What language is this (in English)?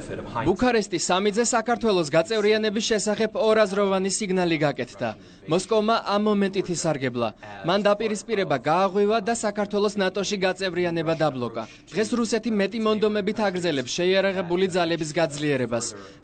Georgian